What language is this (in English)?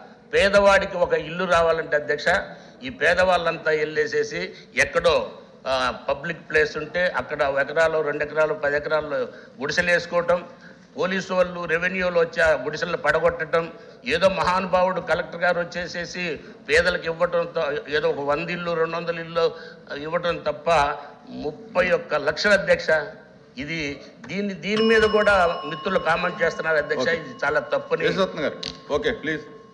Telugu